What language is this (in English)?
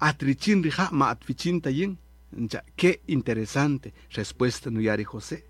Kaqchikel